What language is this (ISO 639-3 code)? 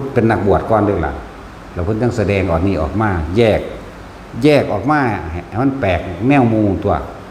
tts